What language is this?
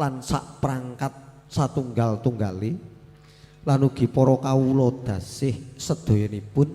Javanese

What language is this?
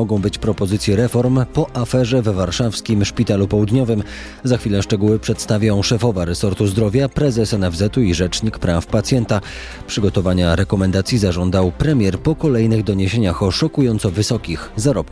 Polish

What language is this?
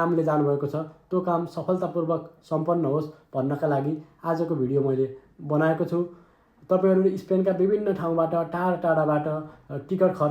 Nepali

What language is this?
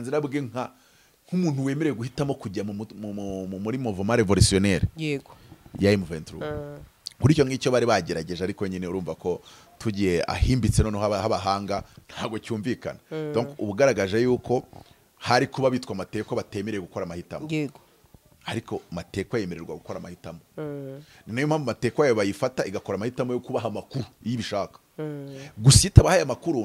Kinyarwanda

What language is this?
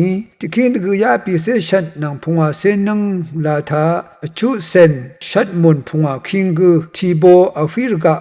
Rawang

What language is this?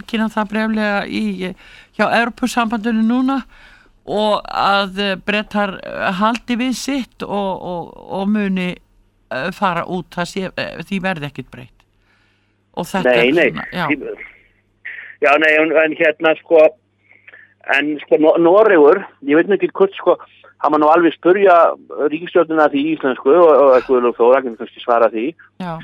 Icelandic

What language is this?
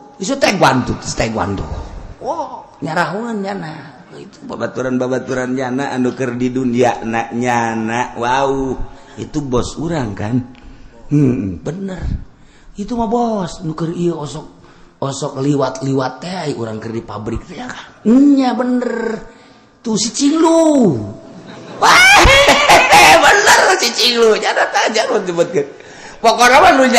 Sundanese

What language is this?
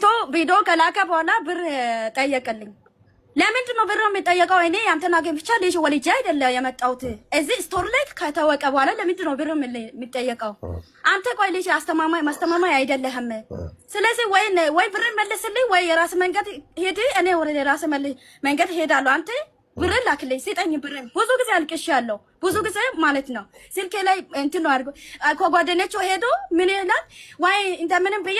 Amharic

